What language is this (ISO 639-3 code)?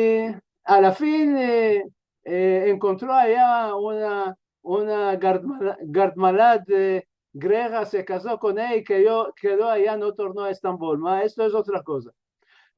lad